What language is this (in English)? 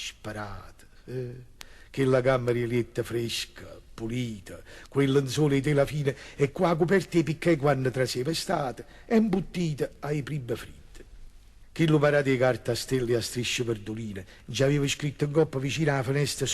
Neapolitan